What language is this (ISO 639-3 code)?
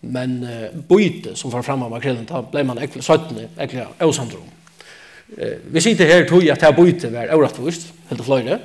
fao